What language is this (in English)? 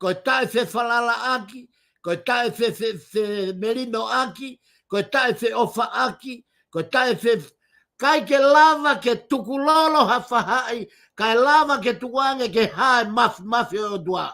Tongan